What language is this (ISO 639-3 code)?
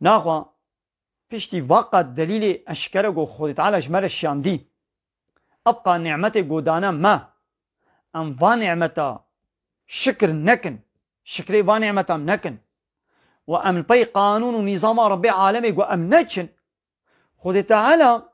kur